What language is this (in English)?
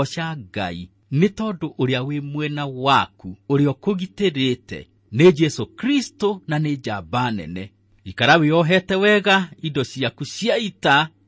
Kikuyu